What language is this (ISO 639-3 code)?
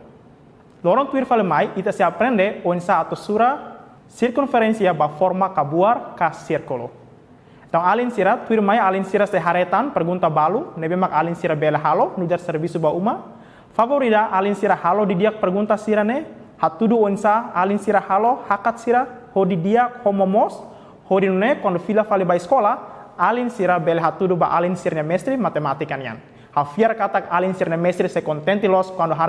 tet